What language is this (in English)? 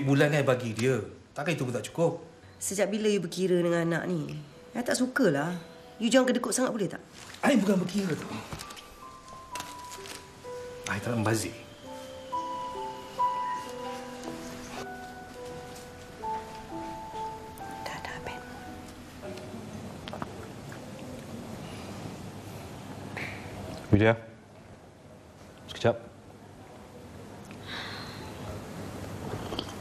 Malay